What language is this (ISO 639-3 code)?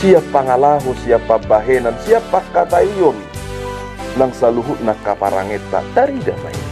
bbc